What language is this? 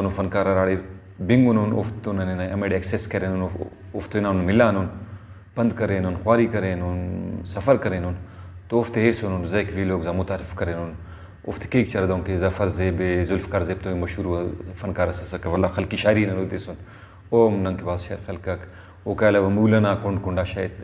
Brahui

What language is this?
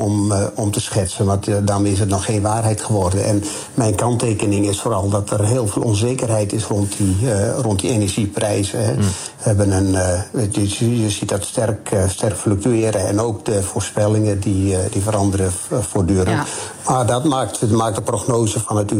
Dutch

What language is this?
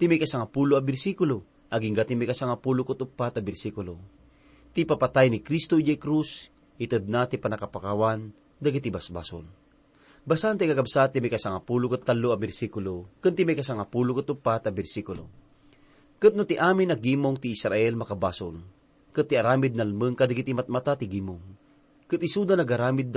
Iloko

